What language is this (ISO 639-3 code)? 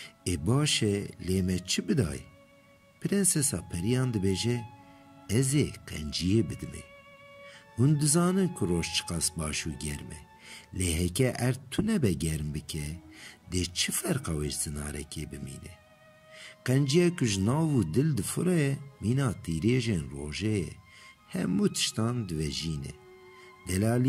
kur